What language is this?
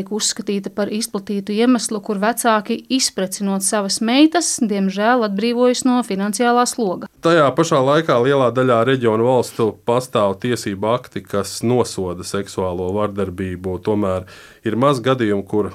Latvian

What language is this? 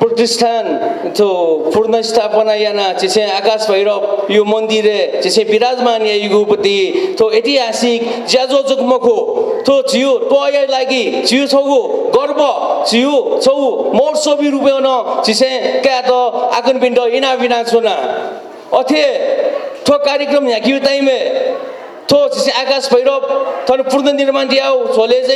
Newari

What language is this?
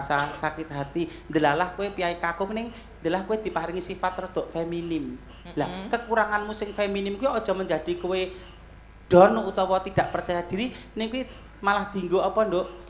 Javanese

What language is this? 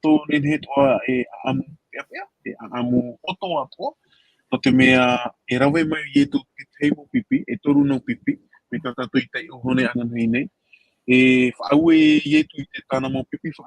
Tahitian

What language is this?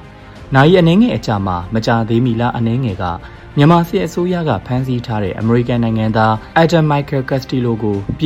Burmese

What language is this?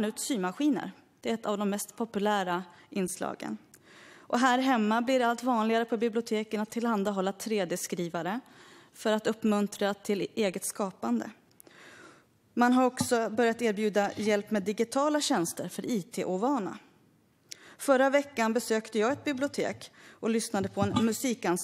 Swedish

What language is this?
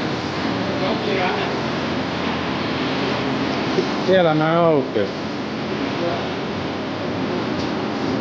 Finnish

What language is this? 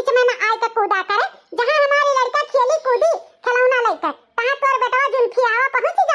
Awadhi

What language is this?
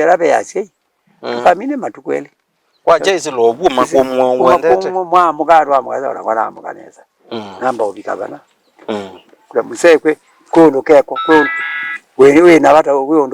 Kamba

